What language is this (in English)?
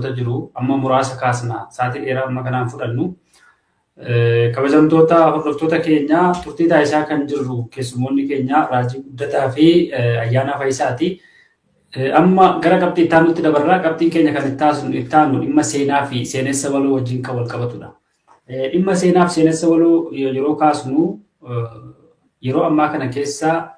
Oromo